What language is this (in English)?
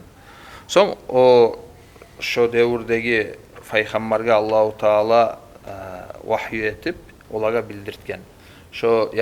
Kumyk